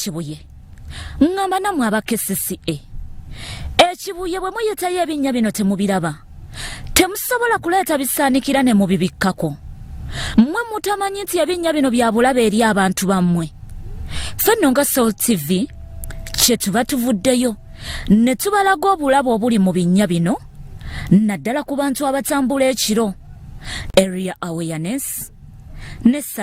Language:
Ganda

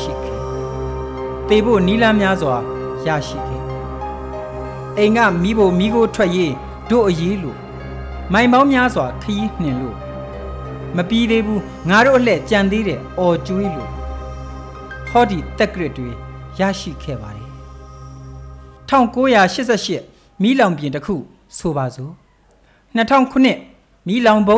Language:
Burmese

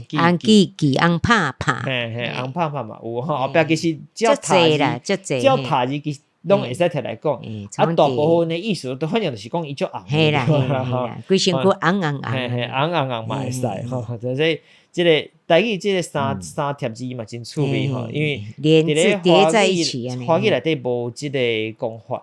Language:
Min Nan Chinese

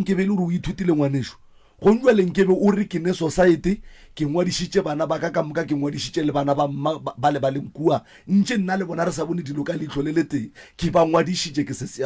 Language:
Northern Sotho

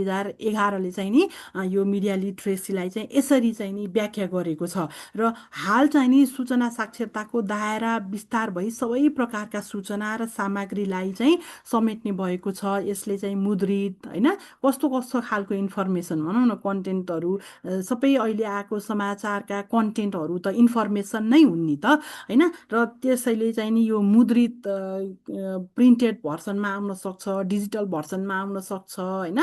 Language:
Nepali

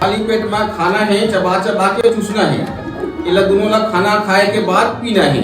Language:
Chhattisgarhi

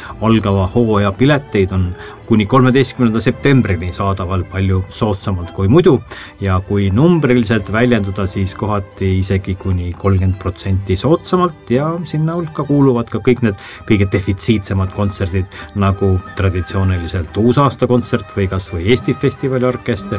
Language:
Estonian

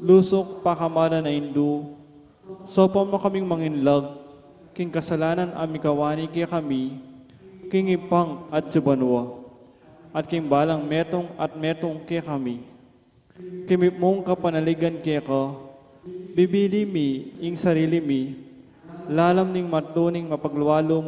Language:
Pampanga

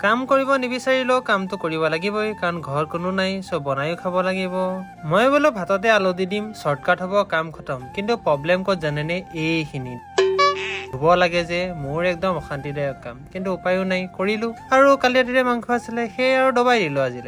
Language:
Assamese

